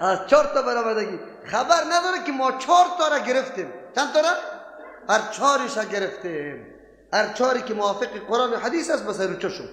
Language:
Persian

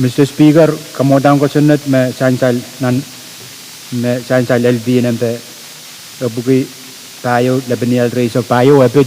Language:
Pohnpeian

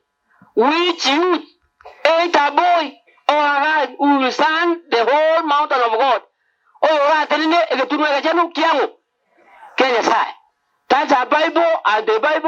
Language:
Gusii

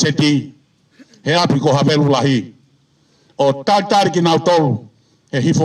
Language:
Tongan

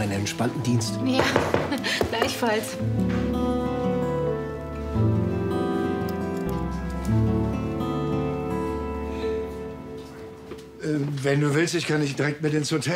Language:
German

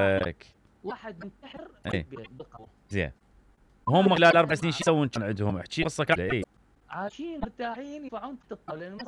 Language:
Mesopotamian Arabic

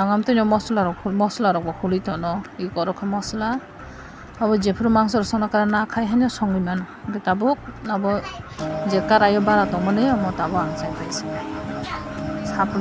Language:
Kok Borok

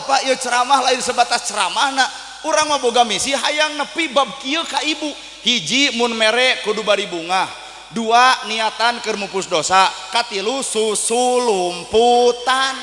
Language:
Sundanese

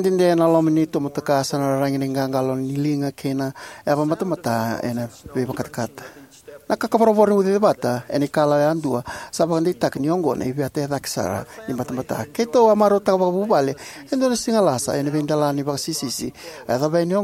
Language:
Fijian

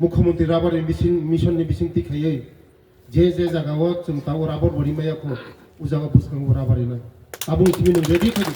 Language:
Riang (India)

